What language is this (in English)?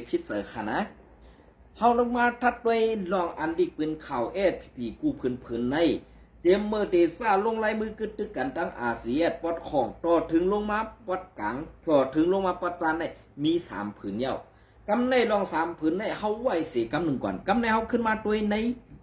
Shan